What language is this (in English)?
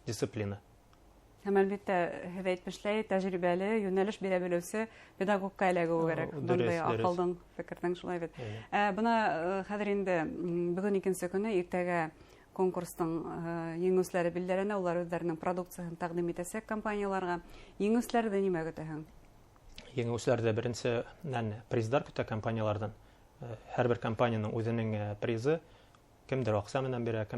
Bashkir